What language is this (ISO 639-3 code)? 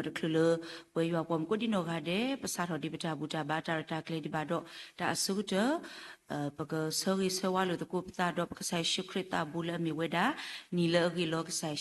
ksw